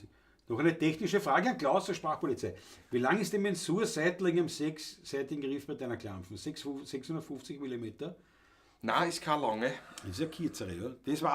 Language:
Bavarian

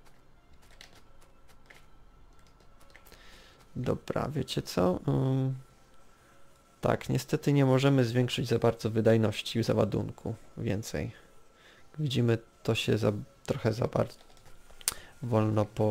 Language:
Polish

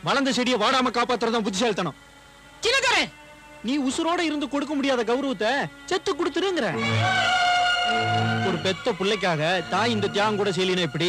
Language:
Tamil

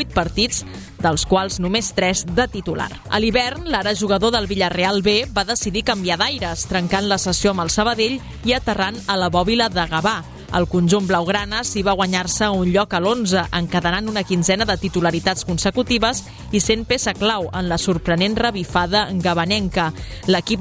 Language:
Catalan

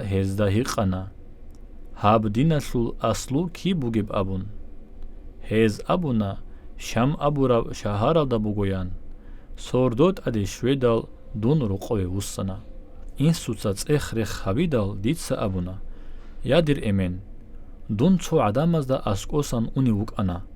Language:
Avaric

